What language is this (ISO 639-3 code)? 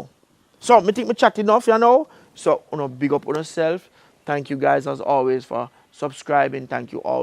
jam